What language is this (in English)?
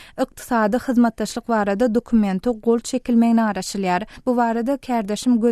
Turkmen